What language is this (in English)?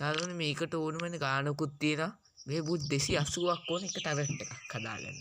Sinhala